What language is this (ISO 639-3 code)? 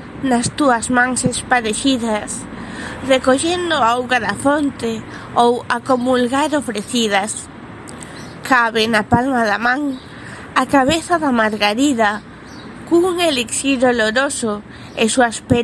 glg